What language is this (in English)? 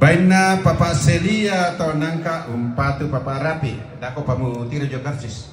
Toraja-Sa'dan